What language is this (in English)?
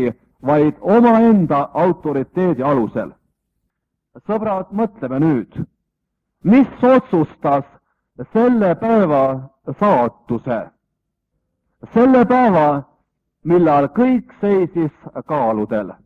Estonian